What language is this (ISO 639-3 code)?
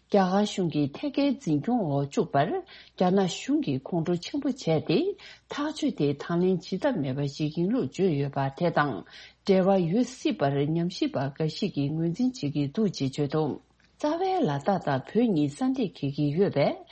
bod